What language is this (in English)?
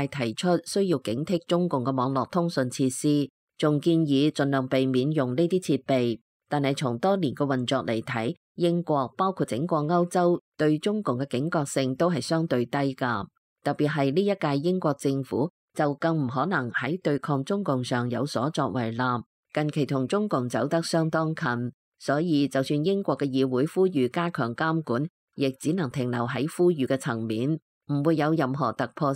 Cantonese